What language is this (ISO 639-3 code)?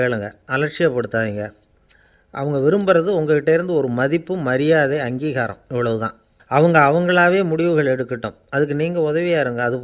tam